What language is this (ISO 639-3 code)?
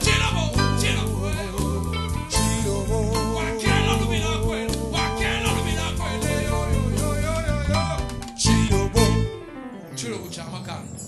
lua